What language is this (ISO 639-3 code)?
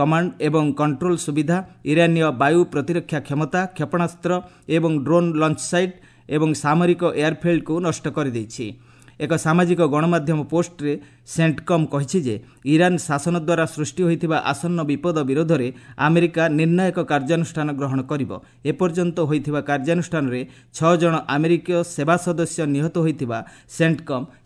ori